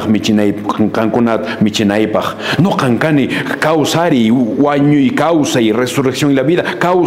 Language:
Quechua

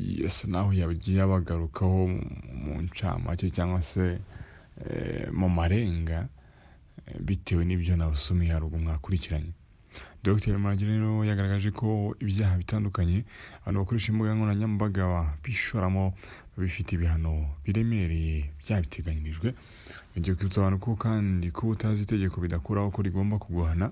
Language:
Kinyarwanda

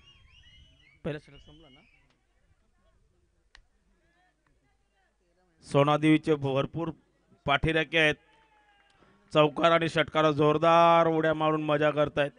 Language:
Marathi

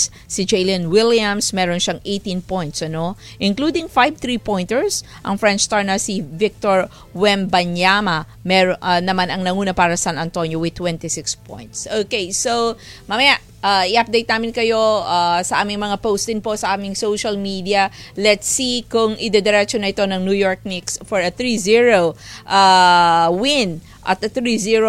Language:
Filipino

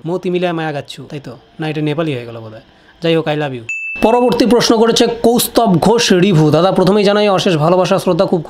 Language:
Bangla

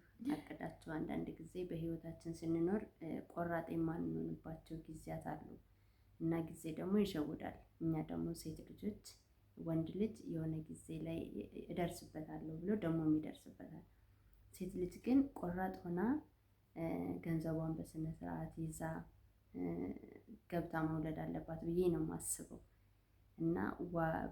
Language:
Amharic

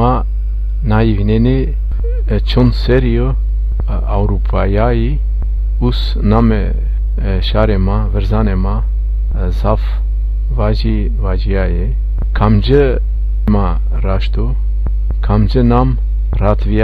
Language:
Zaza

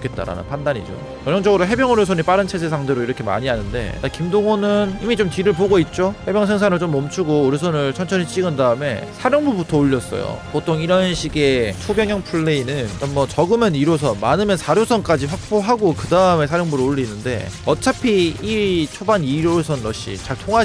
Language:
Korean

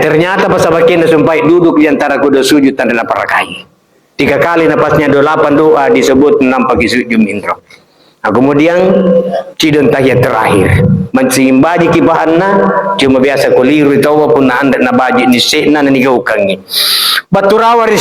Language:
Makasar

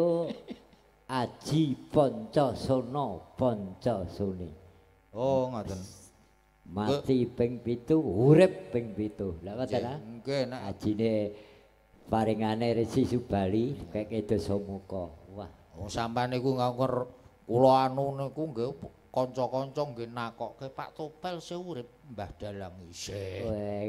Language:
Javanese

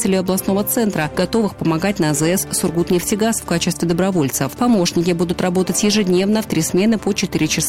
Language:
Russian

